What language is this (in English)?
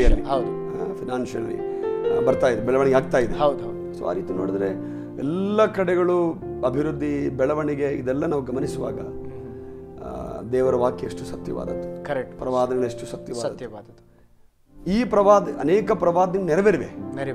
Kannada